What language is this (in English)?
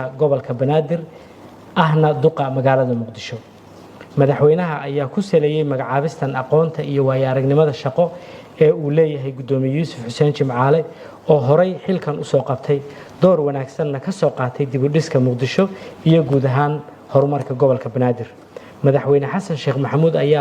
Somali